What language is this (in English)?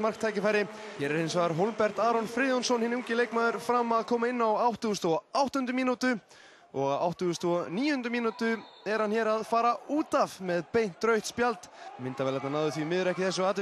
Icelandic